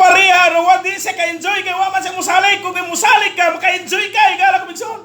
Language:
Cebuano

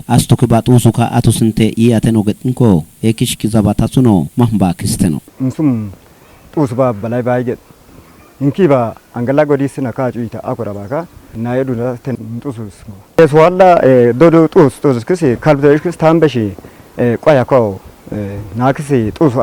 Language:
Kafa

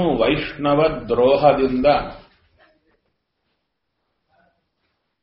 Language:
Kannada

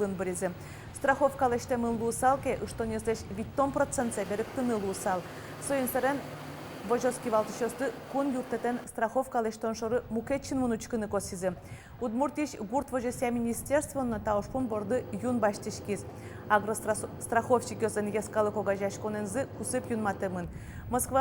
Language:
Udmurt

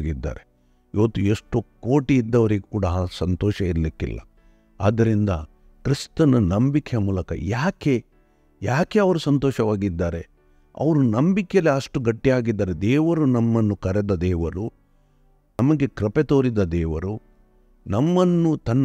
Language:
Kannada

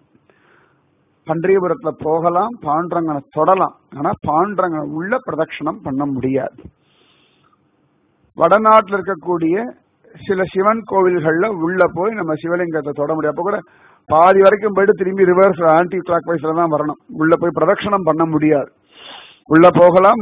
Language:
Tamil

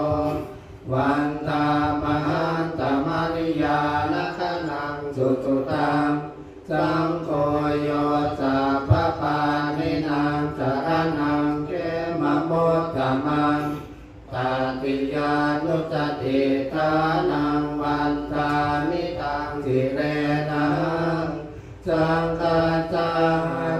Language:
Pali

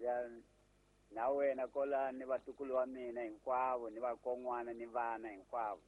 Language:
Tsonga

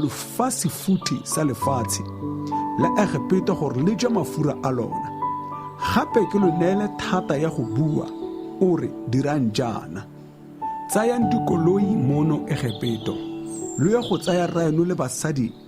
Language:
Tswana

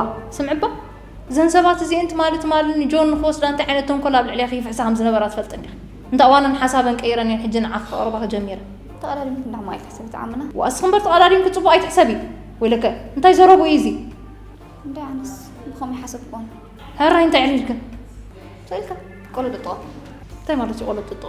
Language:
Tigrinya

